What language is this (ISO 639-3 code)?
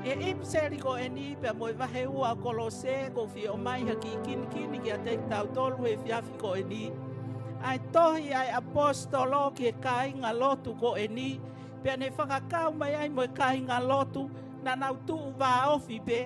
ton